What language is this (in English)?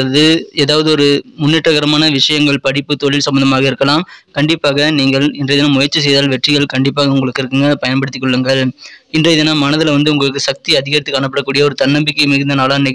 Tamil